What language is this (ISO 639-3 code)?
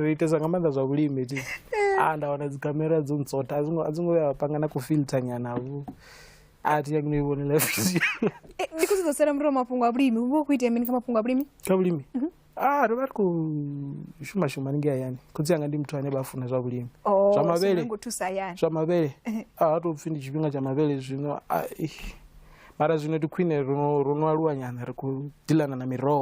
ven